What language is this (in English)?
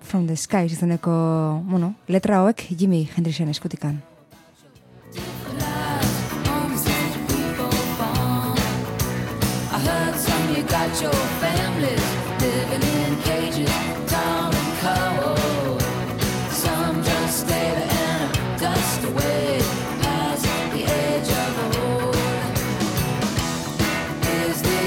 Basque